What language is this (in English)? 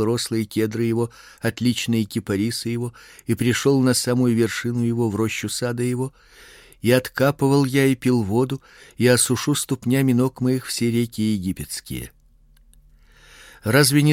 Russian